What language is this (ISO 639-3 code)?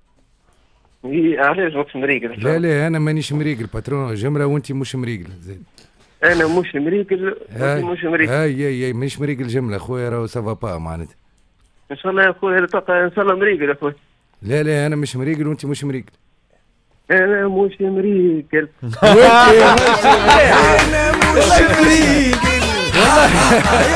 aeb